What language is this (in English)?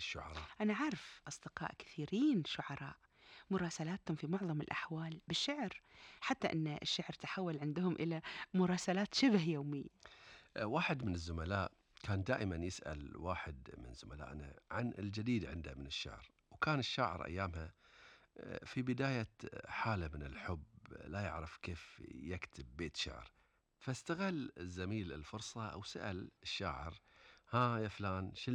Gulf Arabic